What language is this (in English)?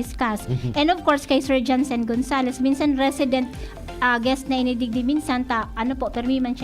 Bikol